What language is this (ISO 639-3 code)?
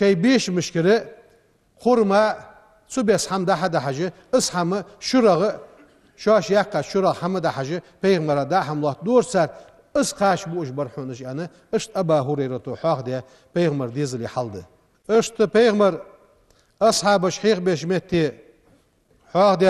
inh